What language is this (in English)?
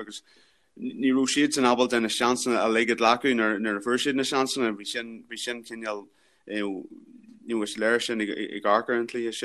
Irish